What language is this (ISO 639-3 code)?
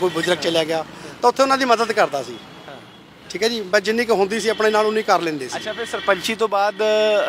pan